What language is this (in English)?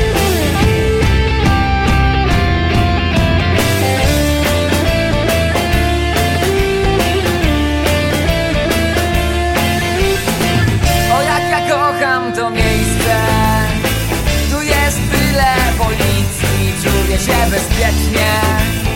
Polish